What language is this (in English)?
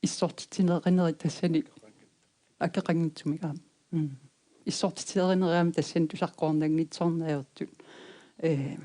Kalaallisut